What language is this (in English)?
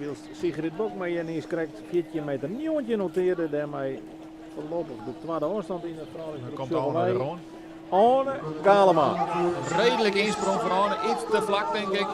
Western Frisian